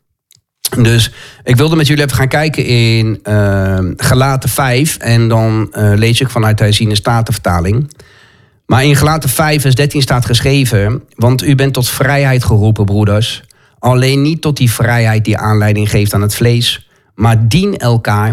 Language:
Dutch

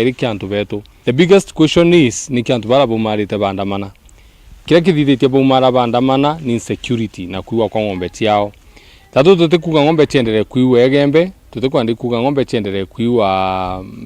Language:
Meru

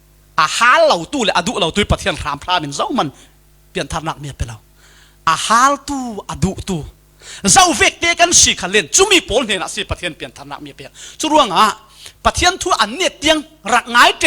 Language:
Falam Chin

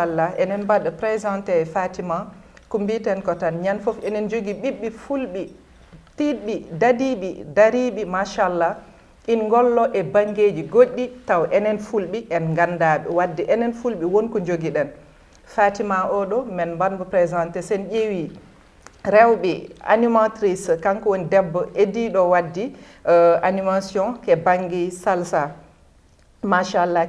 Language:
Fula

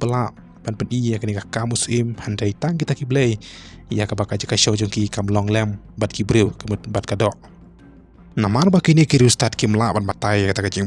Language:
Khasi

